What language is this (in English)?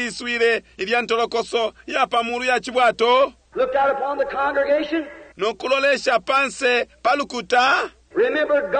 Bemba